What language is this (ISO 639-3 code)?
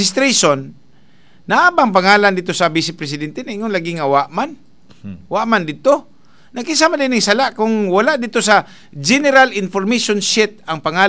ceb